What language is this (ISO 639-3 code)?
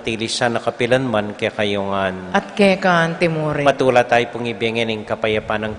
pam